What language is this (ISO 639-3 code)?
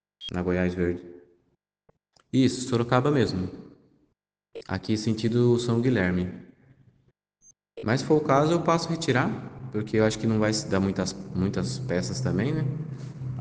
por